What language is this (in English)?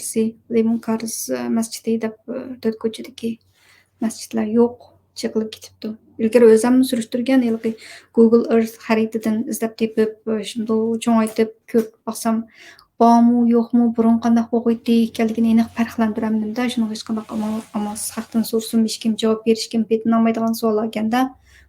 Uyghur